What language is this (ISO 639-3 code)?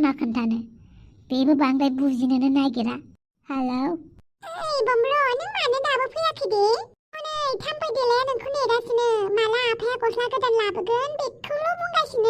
brx